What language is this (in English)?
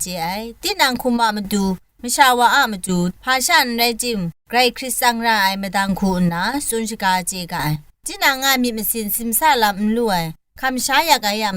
Kachin